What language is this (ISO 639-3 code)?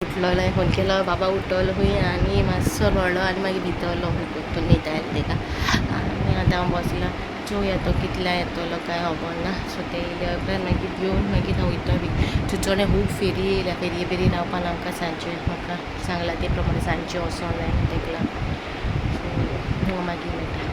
kok